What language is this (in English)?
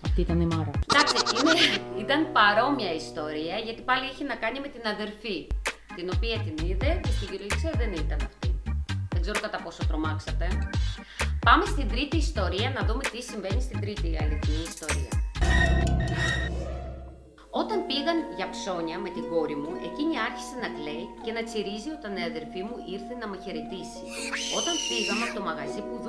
Greek